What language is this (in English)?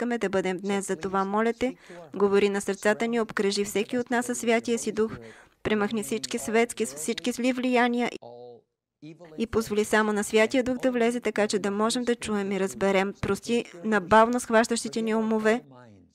Bulgarian